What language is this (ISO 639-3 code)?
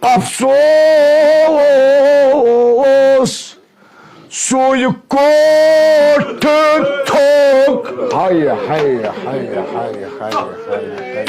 kas